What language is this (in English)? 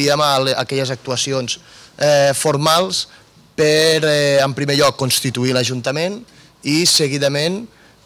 Catalan